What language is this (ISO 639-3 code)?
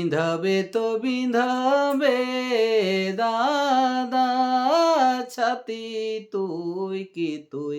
sck